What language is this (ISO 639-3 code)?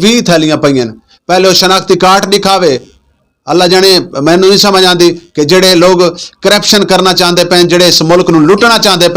skr